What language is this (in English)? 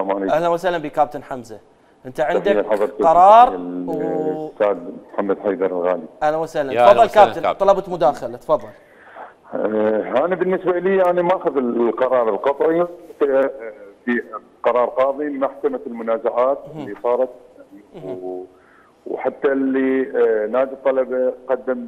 Mesopotamian Arabic